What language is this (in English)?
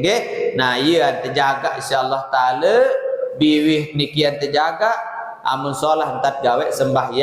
Sasak